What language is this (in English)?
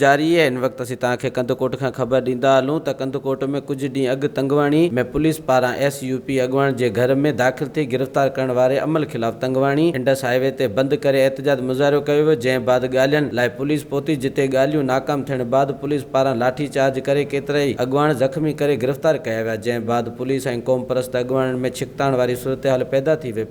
Sindhi